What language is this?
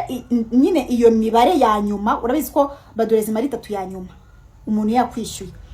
Kinyarwanda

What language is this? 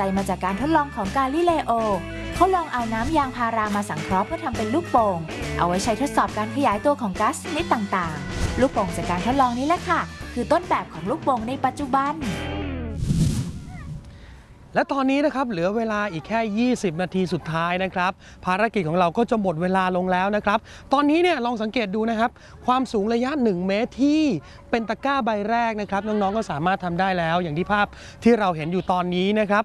Thai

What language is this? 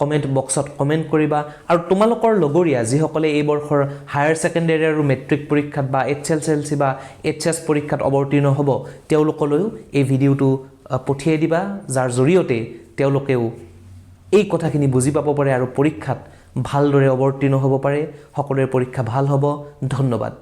Assamese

